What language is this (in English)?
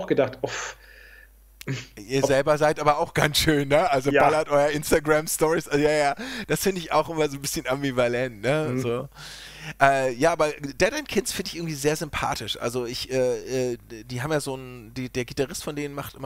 German